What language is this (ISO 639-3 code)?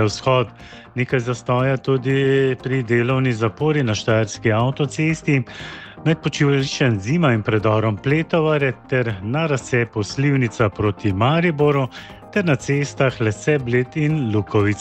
slv